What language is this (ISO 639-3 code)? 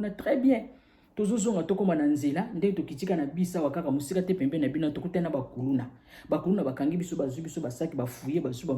lin